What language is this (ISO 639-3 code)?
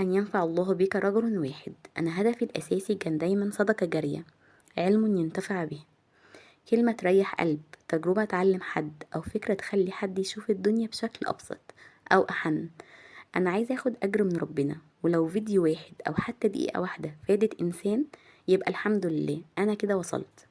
arz